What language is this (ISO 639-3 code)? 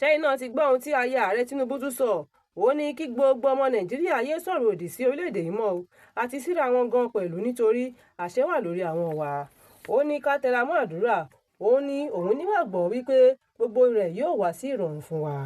yor